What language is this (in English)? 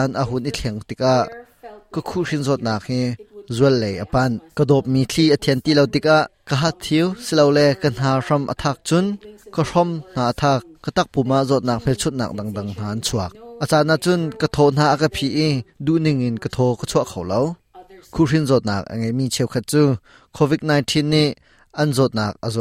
Hakha Chin